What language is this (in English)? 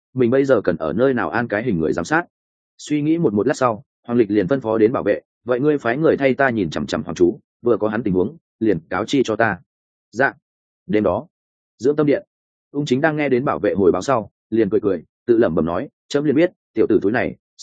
Vietnamese